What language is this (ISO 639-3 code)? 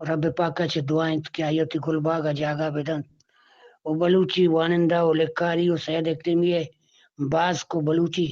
bgp